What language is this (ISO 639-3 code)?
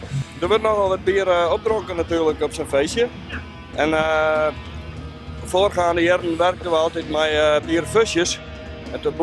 fry